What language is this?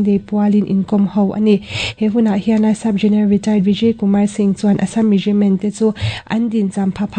Mizo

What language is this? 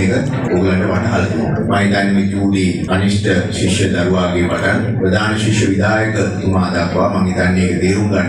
Sinhala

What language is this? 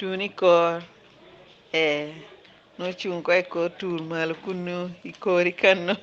Lango (Uganda)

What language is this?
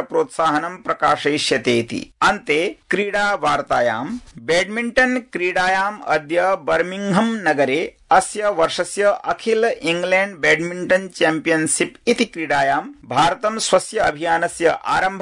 Sanskrit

